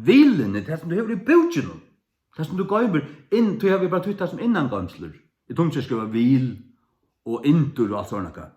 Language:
Faroese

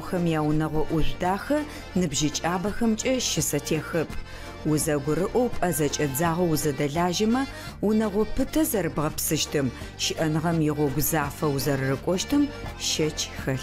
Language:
Adyghe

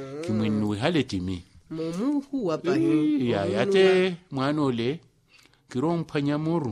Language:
Makhuwa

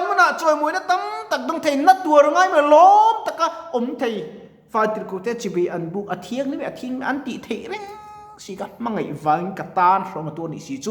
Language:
Mizo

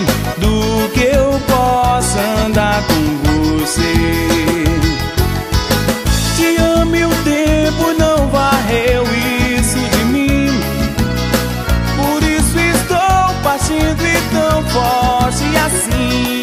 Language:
Portuguese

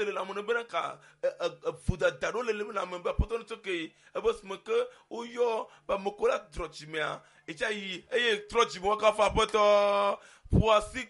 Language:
Ewe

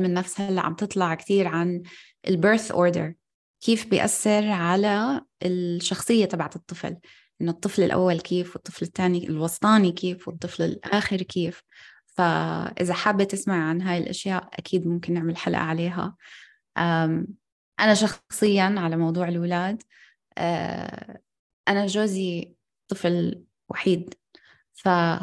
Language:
North Levantine Arabic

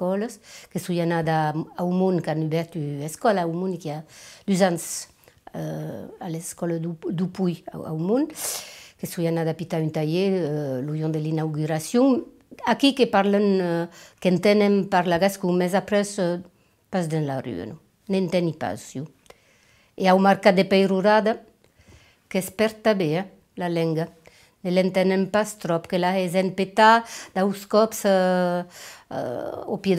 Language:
Occitan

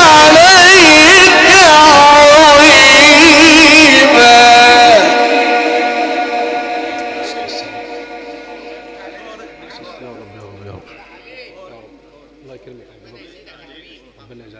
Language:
Arabic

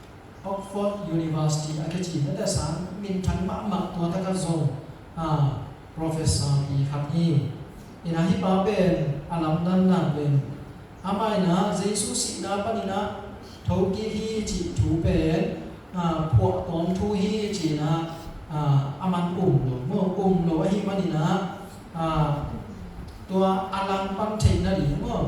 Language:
Tedim Chin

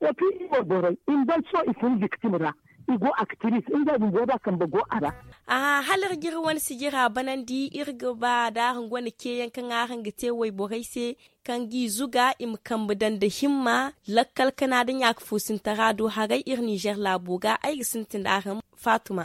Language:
Zarma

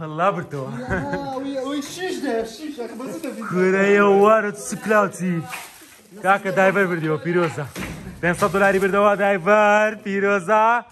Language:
Kurdish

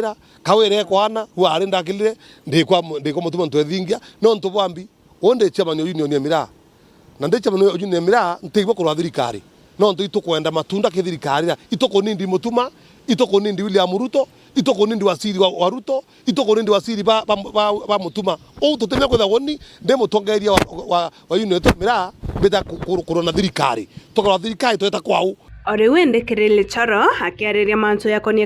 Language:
Meru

